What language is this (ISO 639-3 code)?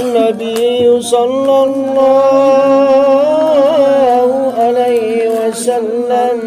mak